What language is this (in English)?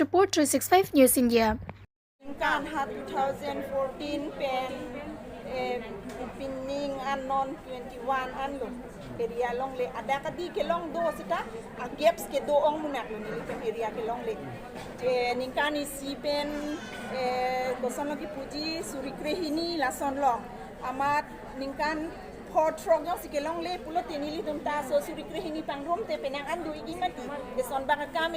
Karbi